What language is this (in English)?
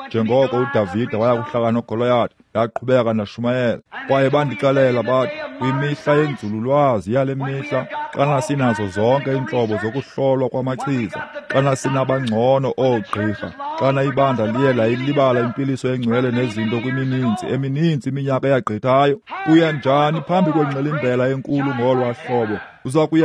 Xhosa